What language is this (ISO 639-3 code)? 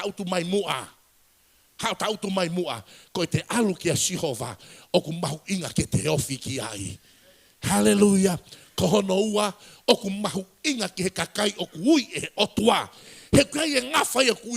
ton